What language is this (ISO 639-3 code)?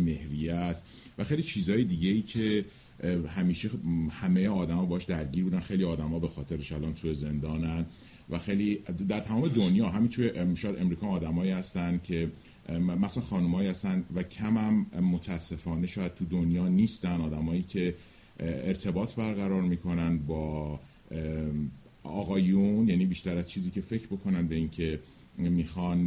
fas